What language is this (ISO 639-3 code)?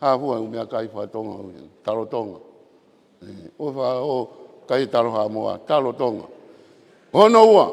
ton